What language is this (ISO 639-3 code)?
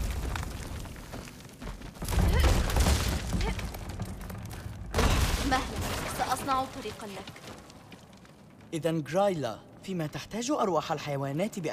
ara